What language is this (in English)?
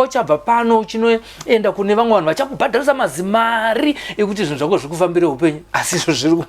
Shona